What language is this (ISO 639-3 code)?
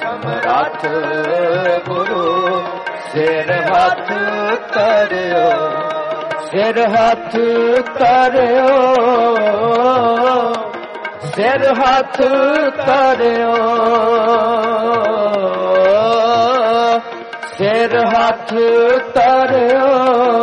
pan